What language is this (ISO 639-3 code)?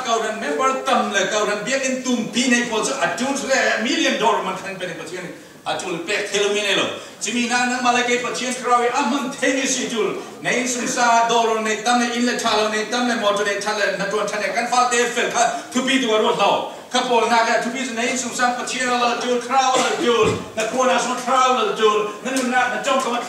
cfm